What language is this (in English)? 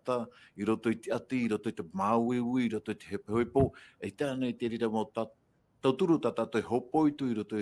Tahitian